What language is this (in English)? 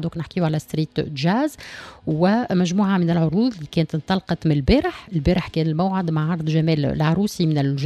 Tunisian Arabic